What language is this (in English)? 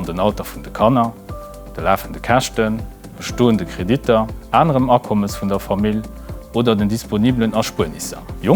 Luxembourgish